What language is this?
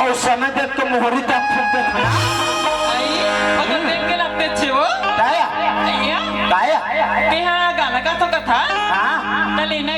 Chhattisgarhi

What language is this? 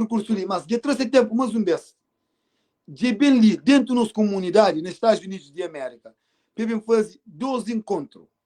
Kabuverdianu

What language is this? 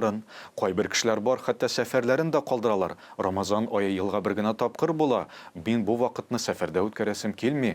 Tatar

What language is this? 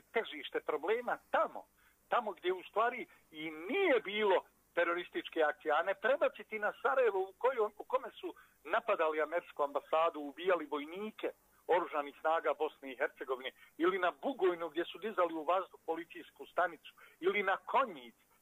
Bosnian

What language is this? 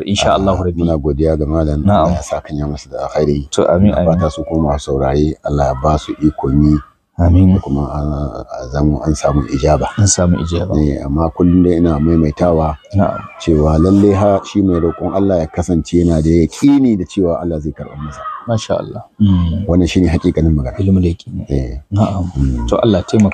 Hausa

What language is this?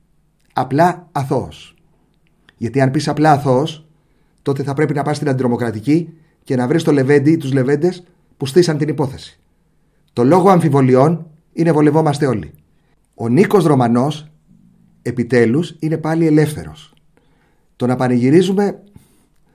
Greek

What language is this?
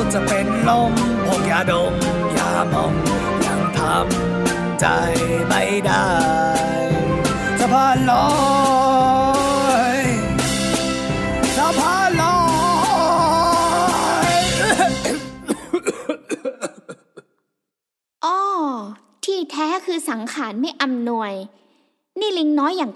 Thai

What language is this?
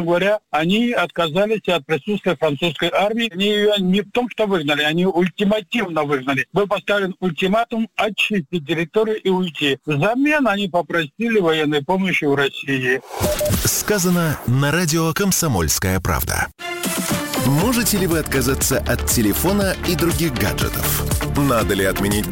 Russian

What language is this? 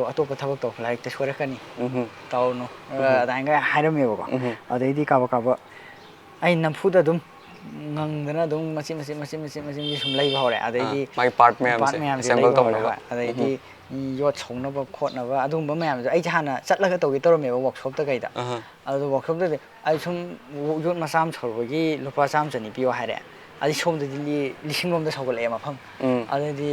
Manipuri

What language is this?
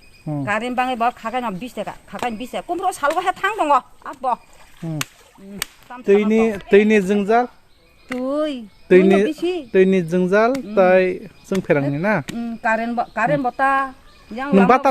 Kok Borok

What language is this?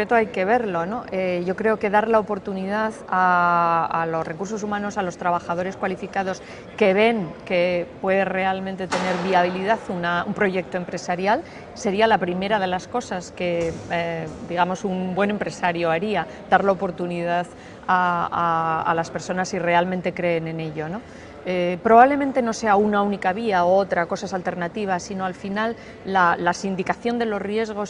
Spanish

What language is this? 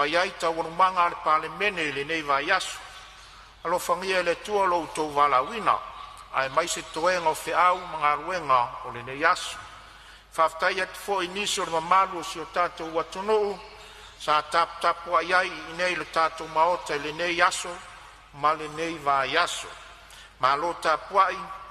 Samoan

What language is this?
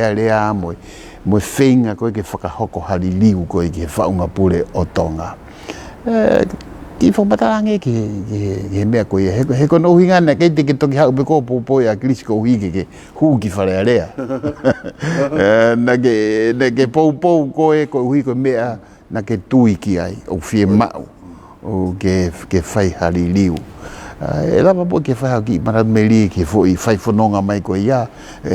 Tongan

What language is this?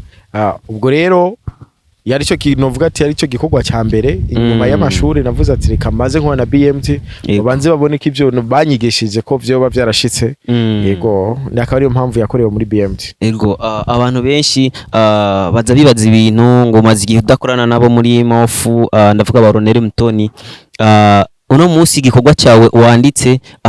Rundi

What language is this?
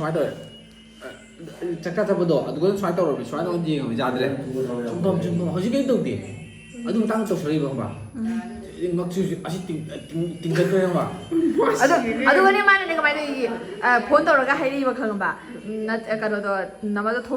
Manipuri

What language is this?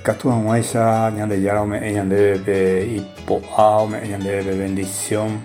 Guarani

